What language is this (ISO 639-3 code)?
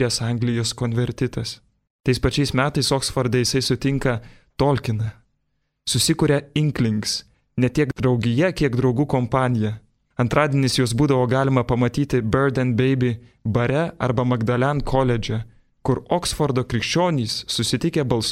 lit